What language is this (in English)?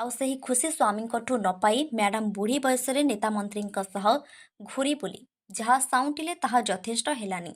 Odia